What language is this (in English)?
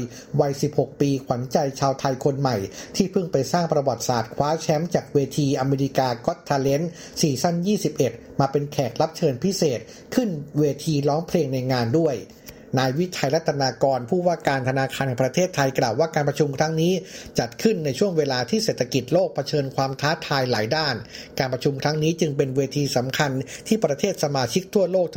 Thai